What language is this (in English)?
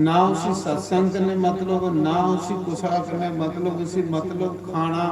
Dogri